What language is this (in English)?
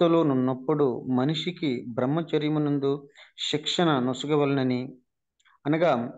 Telugu